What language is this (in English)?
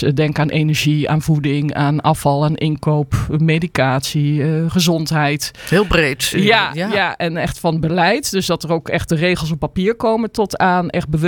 Dutch